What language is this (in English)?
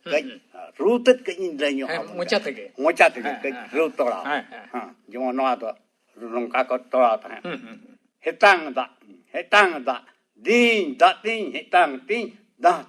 Santali